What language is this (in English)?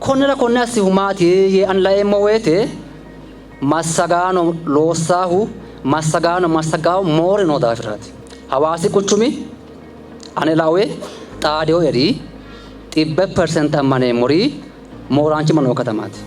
Sidamo